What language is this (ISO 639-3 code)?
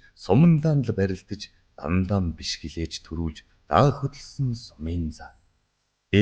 mon